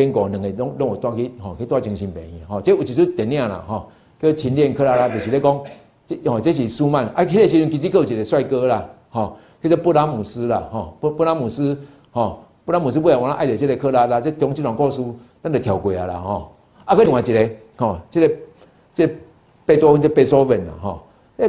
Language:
Min Nan Chinese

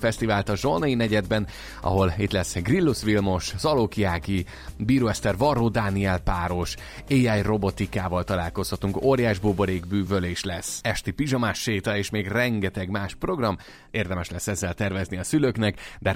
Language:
Hungarian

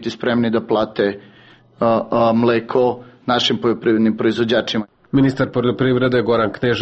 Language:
Serbian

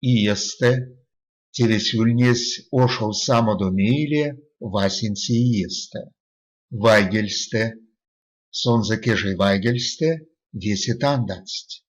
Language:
Erzya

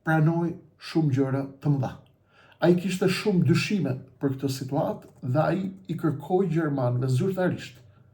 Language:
Albanian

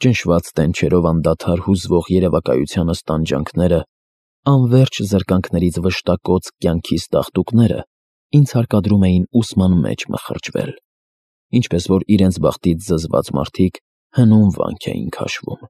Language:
Armenian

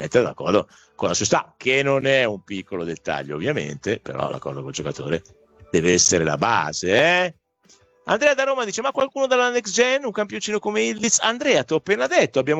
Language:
Italian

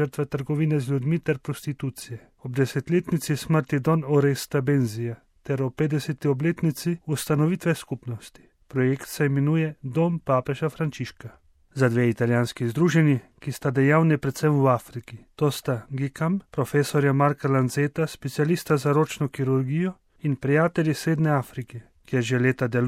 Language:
Slovenian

